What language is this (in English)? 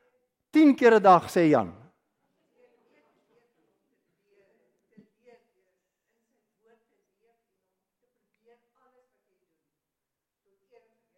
Afrikaans